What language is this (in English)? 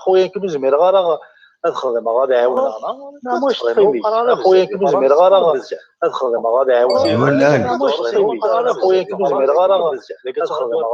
Kabyle